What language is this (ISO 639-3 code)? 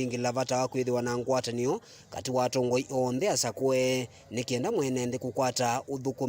kam